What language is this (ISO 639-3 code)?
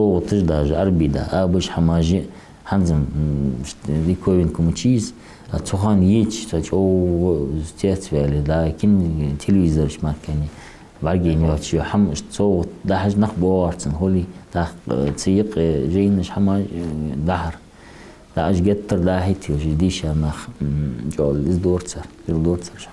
inh